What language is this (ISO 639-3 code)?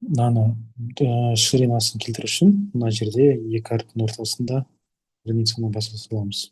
kaz